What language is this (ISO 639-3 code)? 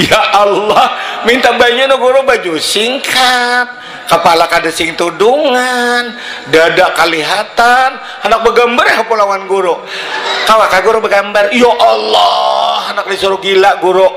bjn